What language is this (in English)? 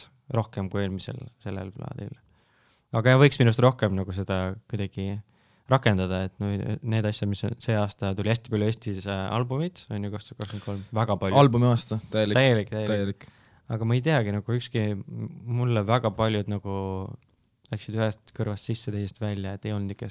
Estonian